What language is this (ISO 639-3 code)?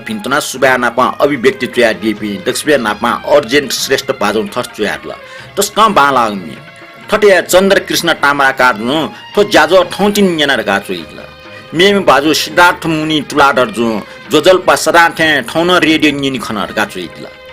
new